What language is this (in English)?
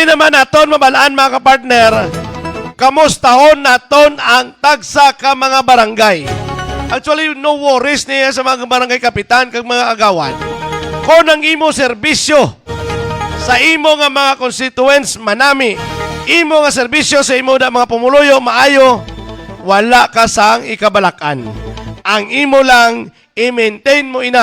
Hiligaynon